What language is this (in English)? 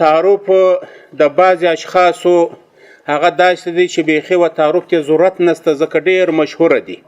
Pashto